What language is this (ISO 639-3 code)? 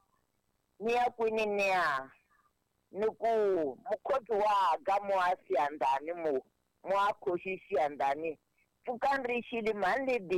tso